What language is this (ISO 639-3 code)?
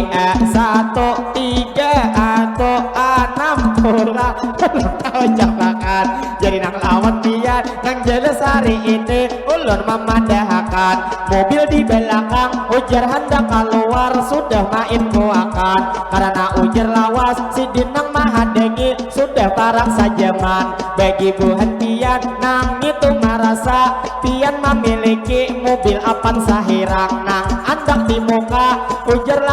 bjn